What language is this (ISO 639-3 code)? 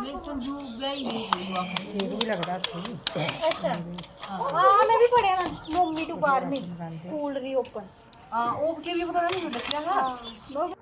doi